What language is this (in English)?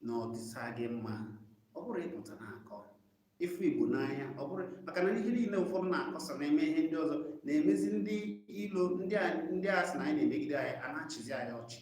Igbo